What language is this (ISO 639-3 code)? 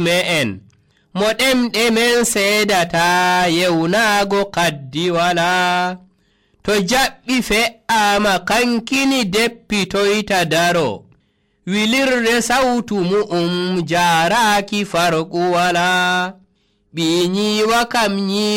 fuv